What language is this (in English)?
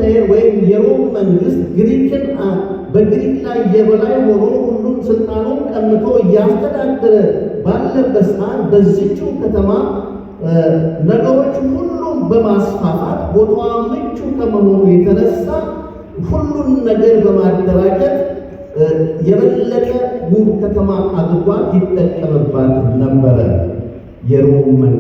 Amharic